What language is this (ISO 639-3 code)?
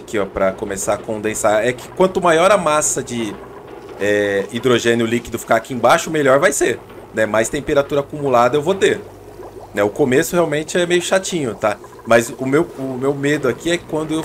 por